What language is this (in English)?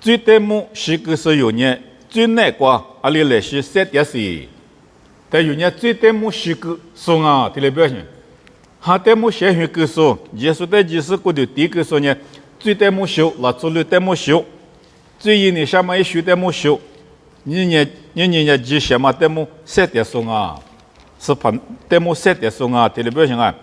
Lisu